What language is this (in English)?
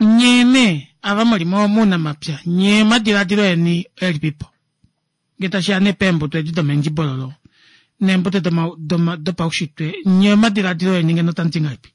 Kuanyama